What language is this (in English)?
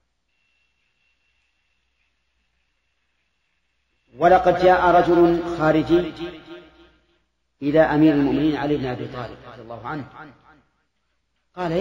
Arabic